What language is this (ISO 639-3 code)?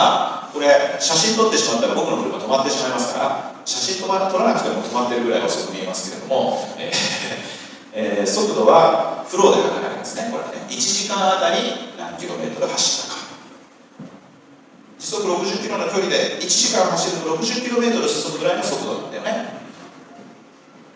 jpn